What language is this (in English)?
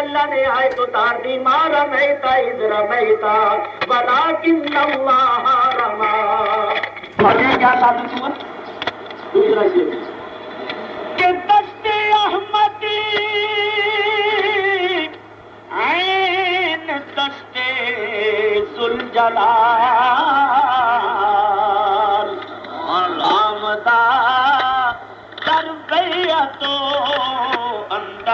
Urdu